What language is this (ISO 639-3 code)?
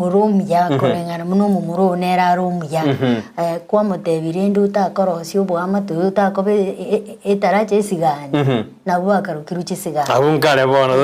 guz